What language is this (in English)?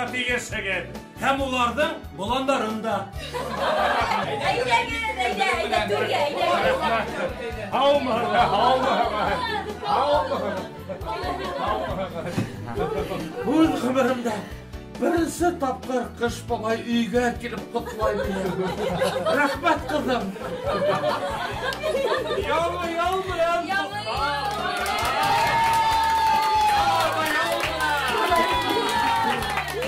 Bashkir